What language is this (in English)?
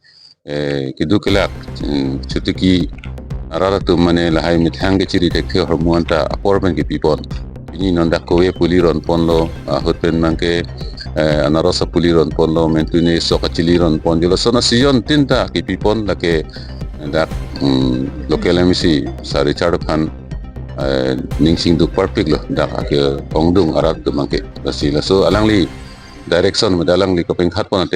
Karbi